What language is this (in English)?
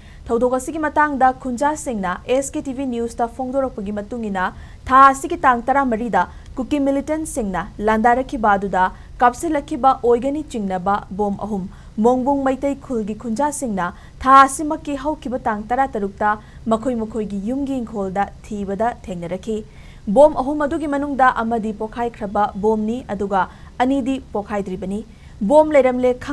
Manipuri